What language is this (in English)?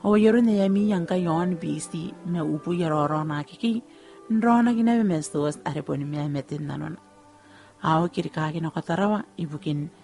Gilbertese